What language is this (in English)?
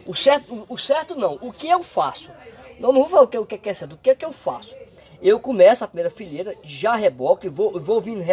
Portuguese